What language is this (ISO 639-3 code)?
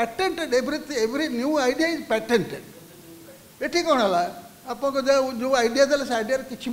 ori